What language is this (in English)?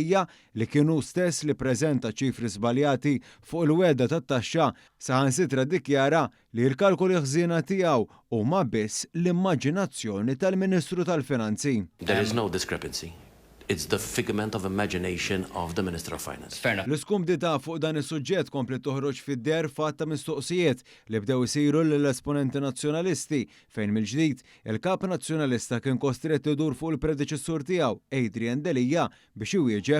Maltese